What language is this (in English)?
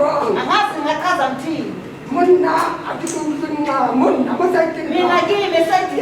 Southern Sotho